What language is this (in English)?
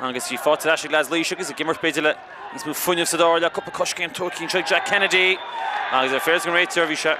Irish